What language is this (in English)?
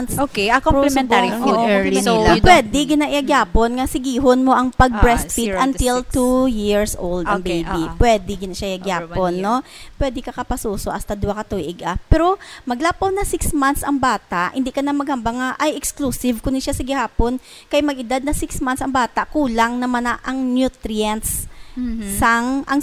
Hiligaynon